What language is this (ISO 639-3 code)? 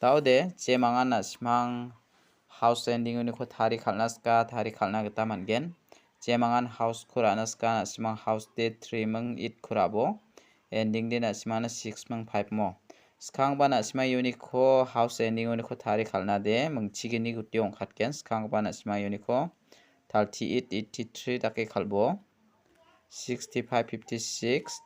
grt